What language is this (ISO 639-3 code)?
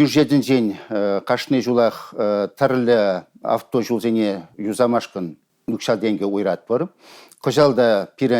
chv